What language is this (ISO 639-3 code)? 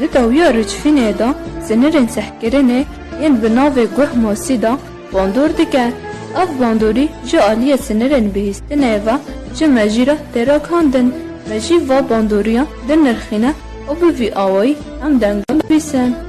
kur